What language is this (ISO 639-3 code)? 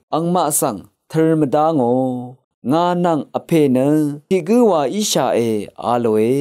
raw